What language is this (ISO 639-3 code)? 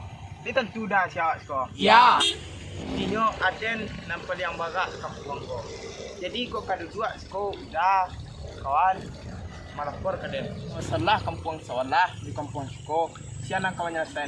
min